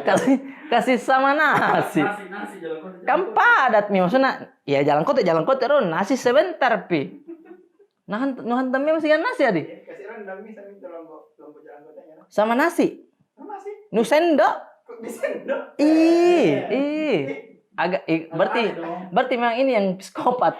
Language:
Makassar Malay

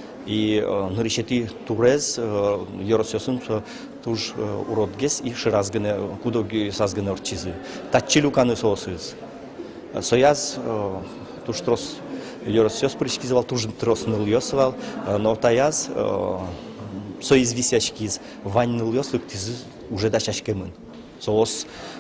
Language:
Udmurt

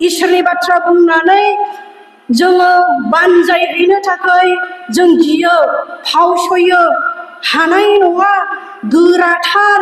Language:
Bodo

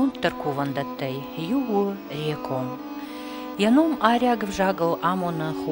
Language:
Ossetic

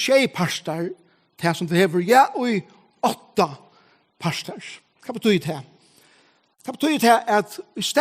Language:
Faroese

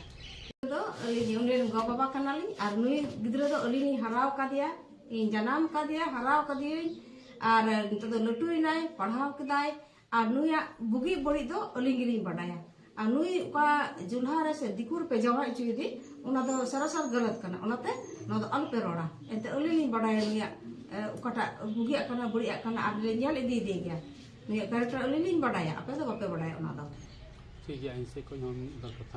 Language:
Santali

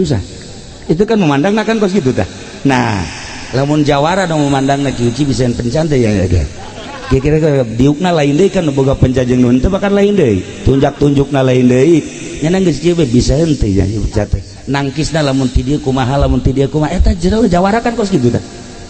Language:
Sundanese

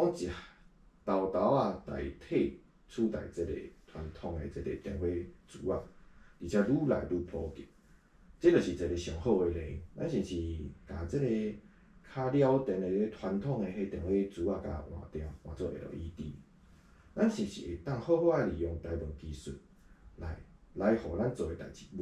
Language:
Min Nan Chinese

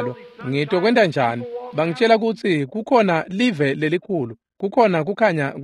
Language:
Swati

